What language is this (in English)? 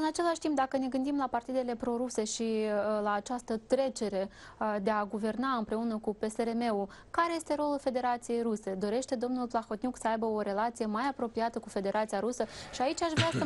Romanian